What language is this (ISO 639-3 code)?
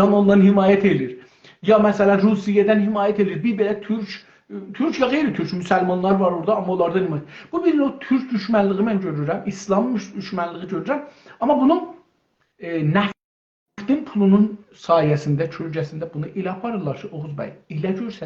azb